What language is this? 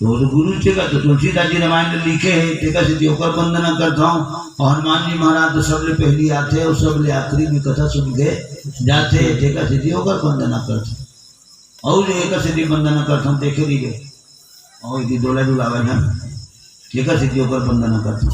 Chhattisgarhi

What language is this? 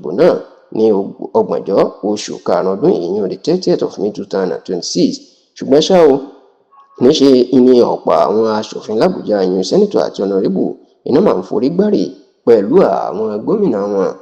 Yoruba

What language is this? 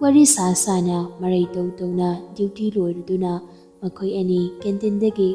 Manipuri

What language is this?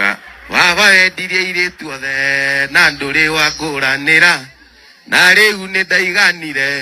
Kikuyu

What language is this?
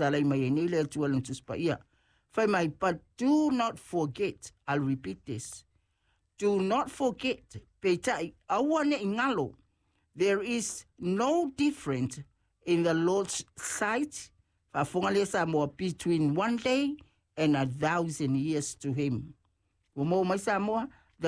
Samoan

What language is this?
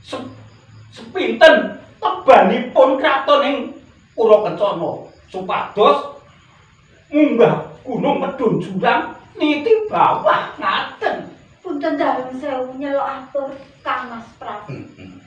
Javanese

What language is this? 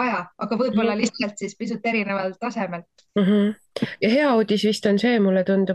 Estonian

